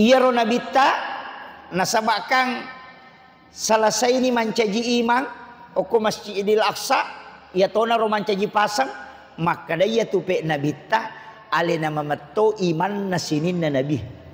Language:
Buginese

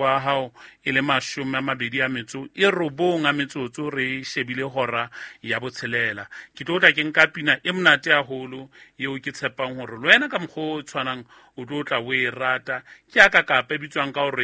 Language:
Southern Sotho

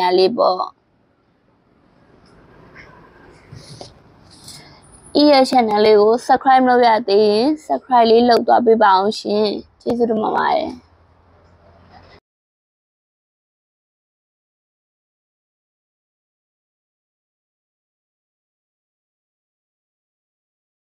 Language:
Burmese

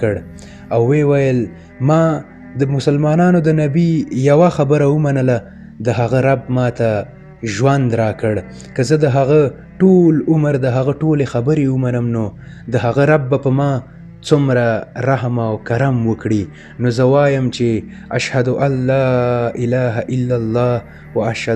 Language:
Pashto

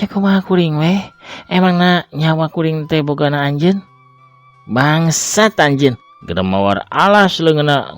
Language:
Sundanese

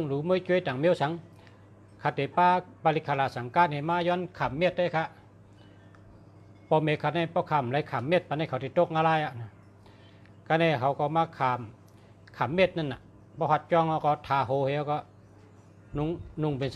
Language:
Shan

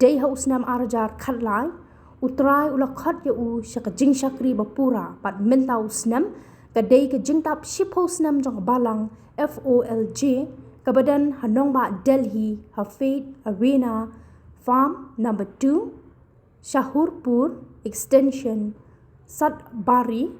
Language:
Khasi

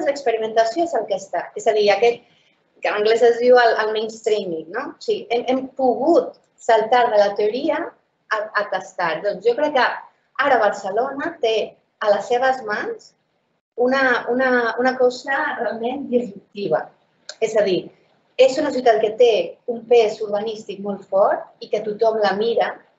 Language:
Catalan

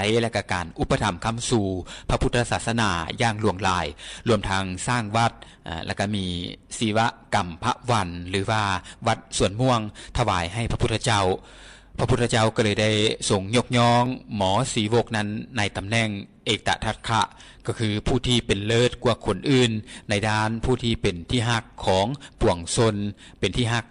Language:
Lao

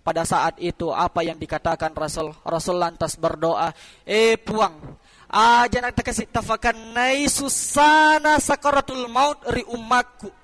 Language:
Buginese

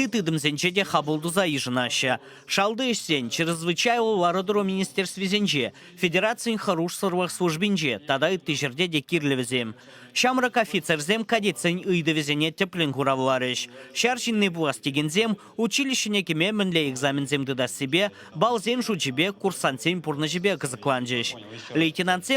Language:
Chuvash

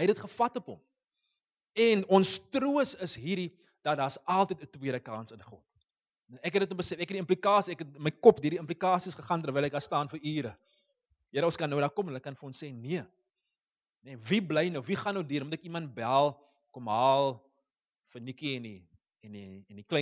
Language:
Afrikaans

